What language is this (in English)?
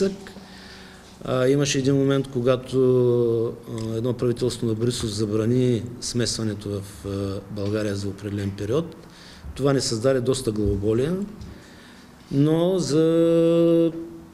Bulgarian